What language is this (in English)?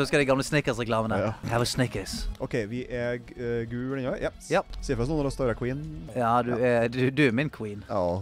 Norwegian